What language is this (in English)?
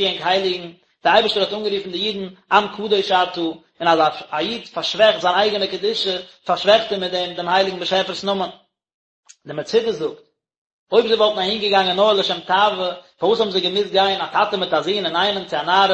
Yiddish